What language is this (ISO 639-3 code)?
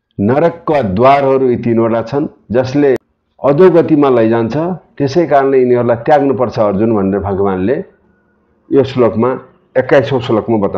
nep